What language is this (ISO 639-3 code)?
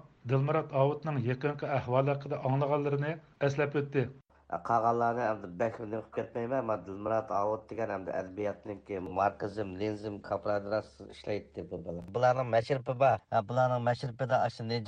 uig